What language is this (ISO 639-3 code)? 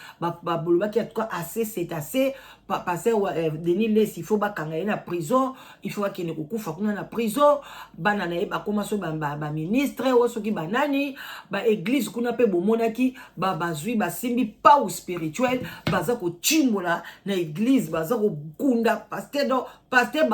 lin